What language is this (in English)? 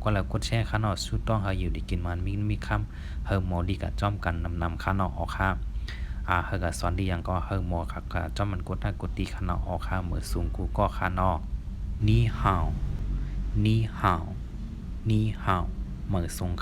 Shan